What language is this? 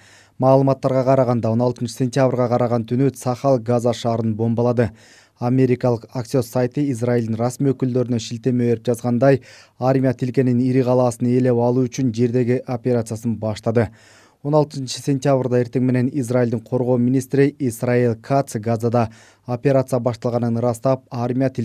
Kyrgyz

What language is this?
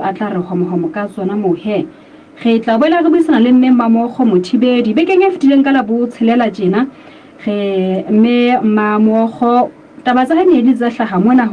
Southern Sotho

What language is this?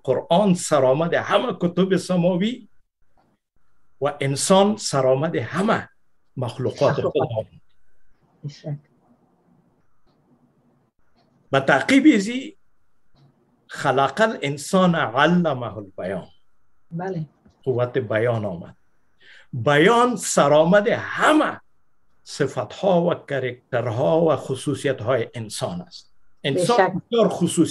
Persian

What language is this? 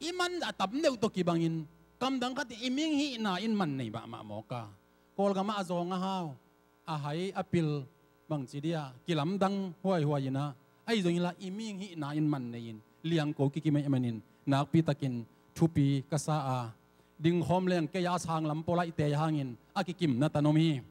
Tedim Chin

